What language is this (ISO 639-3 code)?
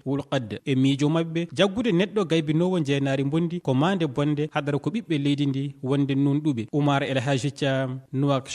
ful